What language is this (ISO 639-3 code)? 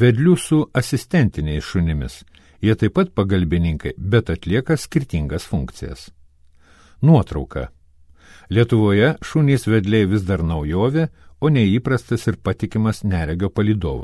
lit